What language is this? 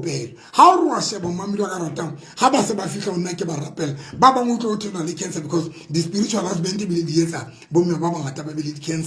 Southern Sotho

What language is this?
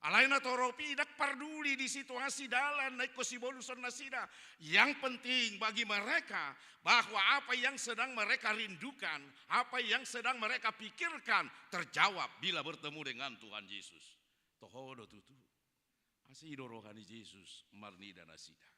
Batak Toba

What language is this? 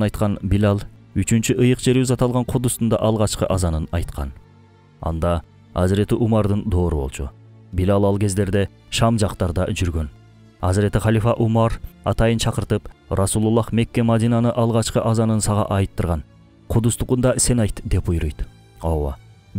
Kyrgyz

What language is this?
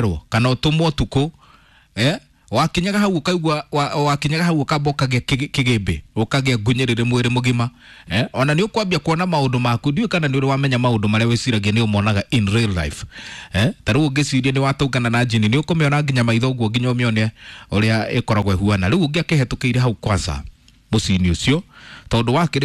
Kikuyu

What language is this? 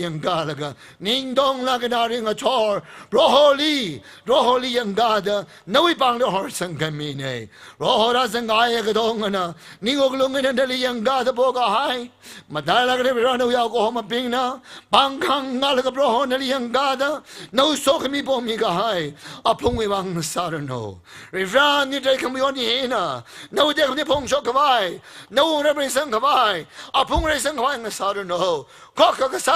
Tangkhul Naga (India)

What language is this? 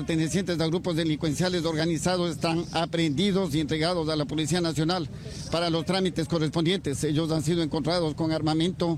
Spanish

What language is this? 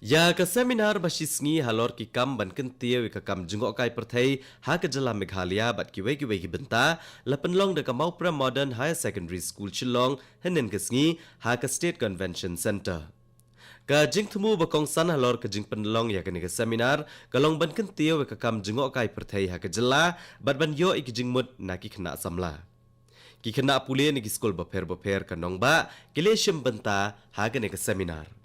Khasi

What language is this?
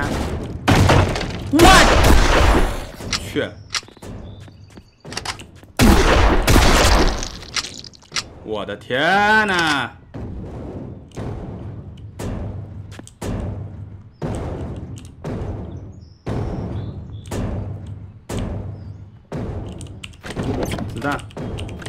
Chinese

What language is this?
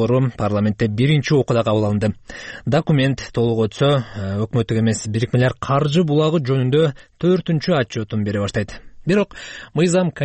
Kyrgyz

